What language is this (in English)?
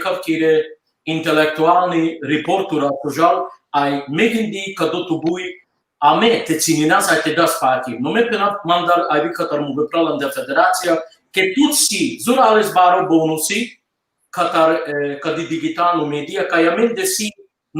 Balkan Romani